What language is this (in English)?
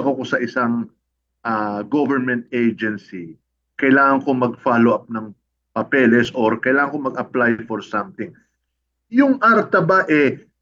Filipino